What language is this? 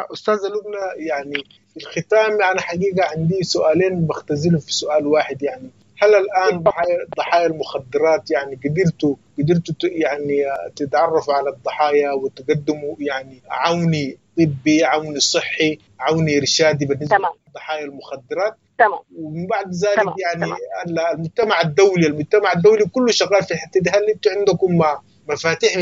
Sudanese Arabic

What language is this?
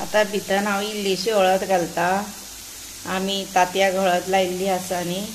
Konkani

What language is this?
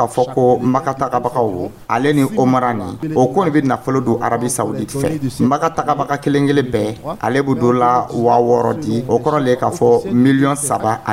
Dyula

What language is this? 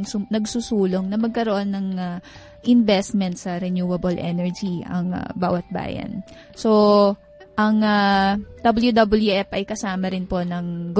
Filipino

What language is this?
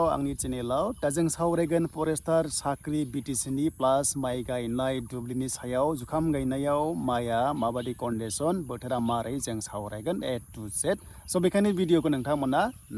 Bodo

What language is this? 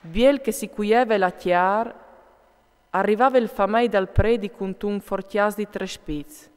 Friulian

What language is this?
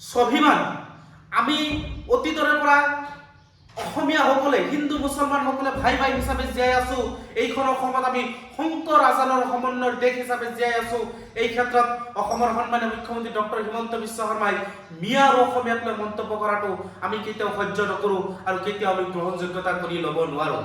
Assamese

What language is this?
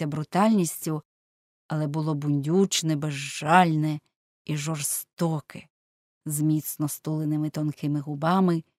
Ukrainian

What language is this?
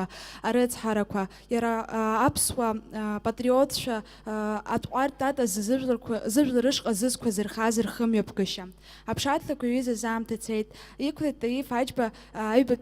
Abkhazian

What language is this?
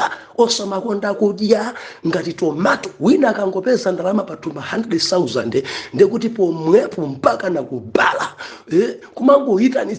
Nyanja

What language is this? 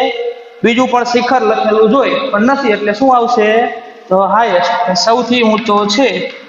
Gujarati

